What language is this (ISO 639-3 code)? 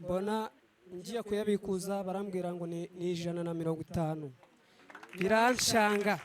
kin